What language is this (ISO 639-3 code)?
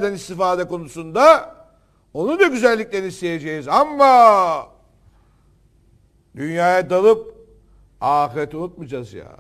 tur